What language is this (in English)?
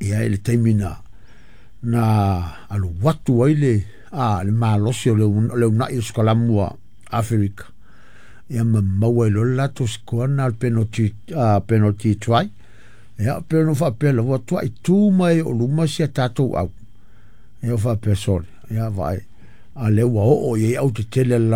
Samoan